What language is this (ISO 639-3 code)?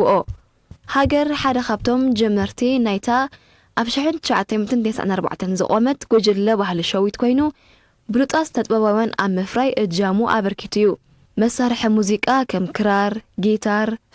tir